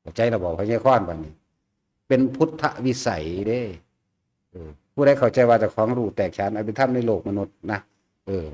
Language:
Lao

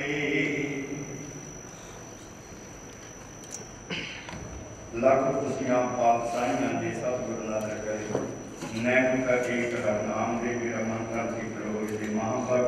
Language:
Punjabi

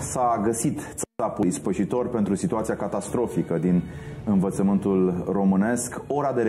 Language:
Romanian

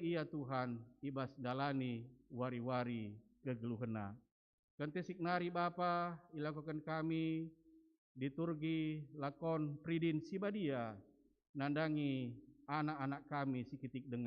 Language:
Batak Karo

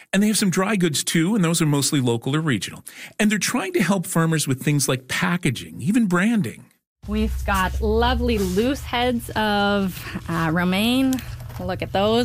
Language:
English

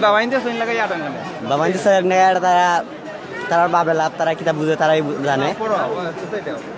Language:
Sylheti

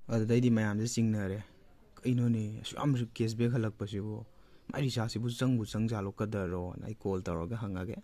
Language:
Manipuri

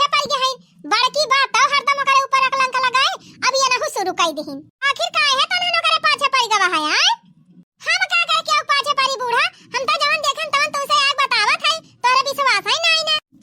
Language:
Awadhi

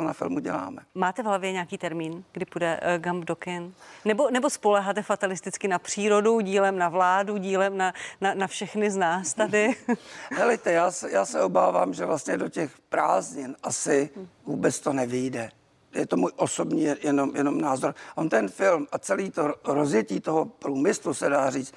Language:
Czech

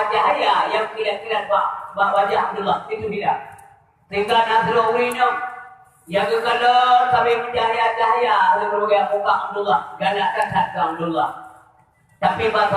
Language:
Achinese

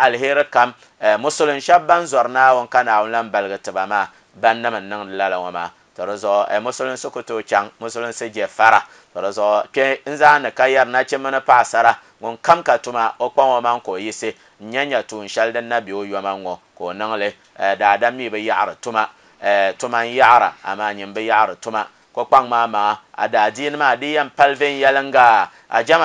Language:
Dagbani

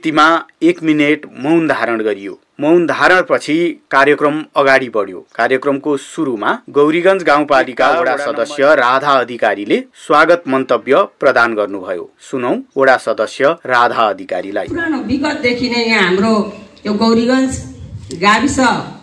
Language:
Nepali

